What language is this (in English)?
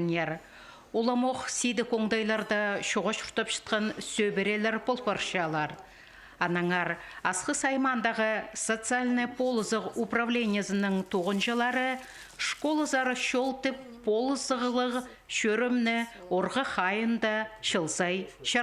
Khakas